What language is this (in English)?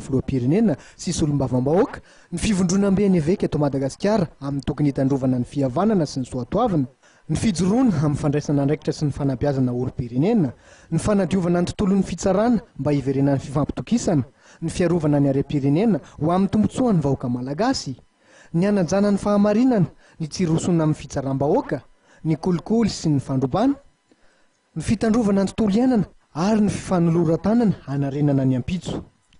Malagasy